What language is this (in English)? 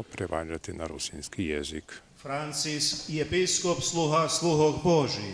Rusyn